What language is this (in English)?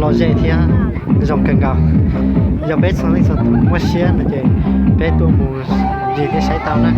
Hmong